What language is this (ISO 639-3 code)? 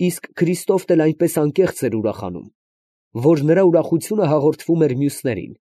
hye